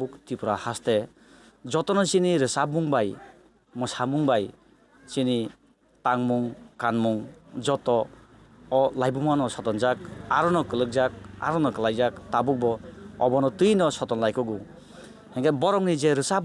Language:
Kok Borok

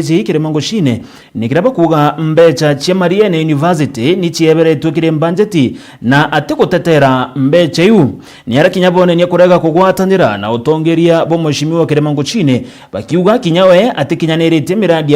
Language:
Meru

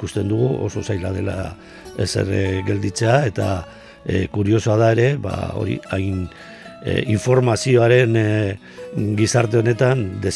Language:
Basque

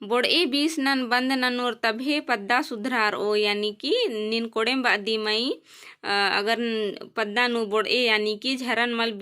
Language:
Kurukh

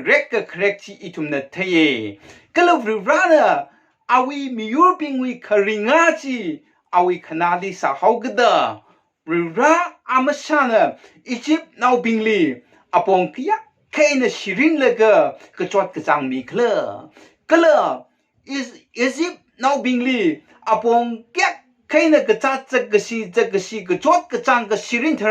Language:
Tangkhul Naga (India)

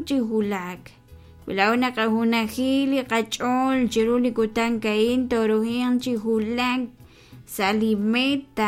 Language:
Kekchí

